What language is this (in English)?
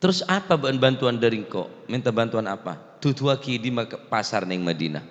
Madurese